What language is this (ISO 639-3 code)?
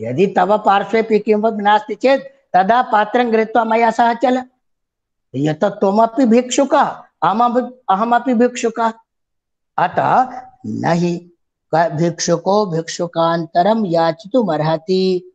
san